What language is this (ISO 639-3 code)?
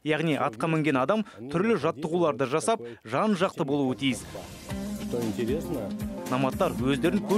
kaz